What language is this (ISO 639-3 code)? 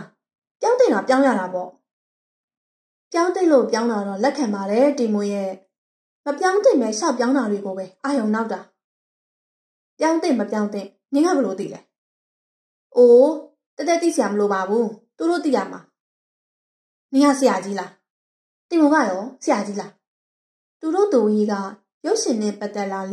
mya